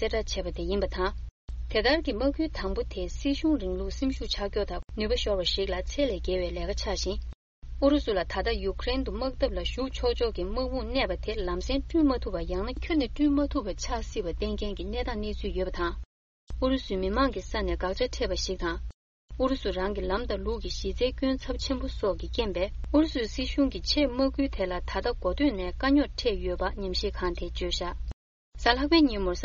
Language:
Tibetan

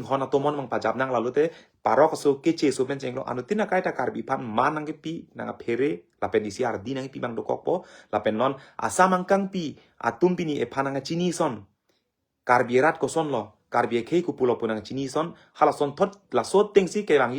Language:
Karbi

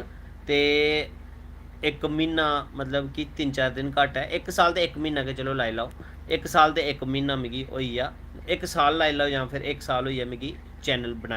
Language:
Dogri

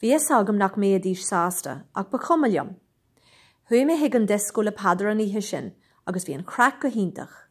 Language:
Irish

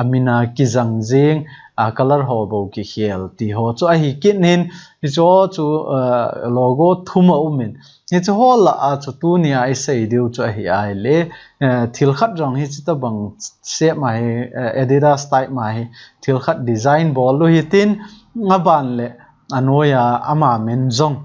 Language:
Thado Chin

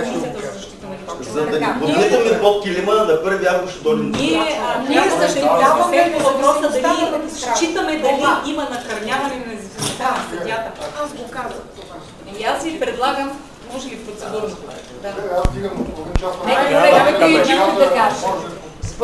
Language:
Bulgarian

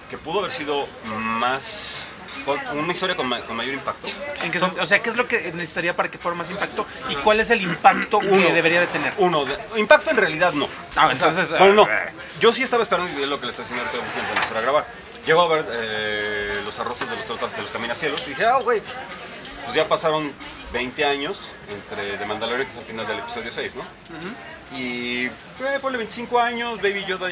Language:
Spanish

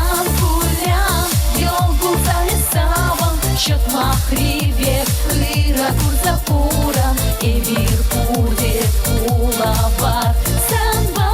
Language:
Chuvash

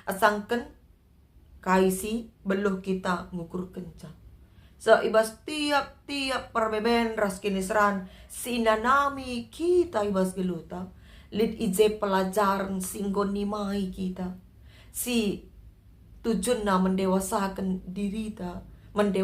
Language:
Batak Karo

